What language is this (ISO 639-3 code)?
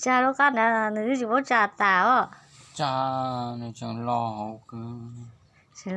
hmn